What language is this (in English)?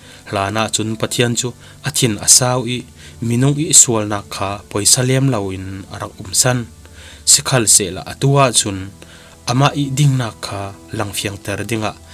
Falam Chin